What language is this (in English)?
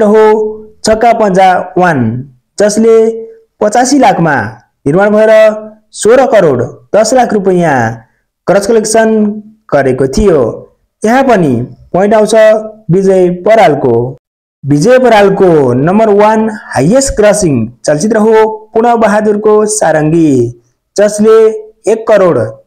Nepali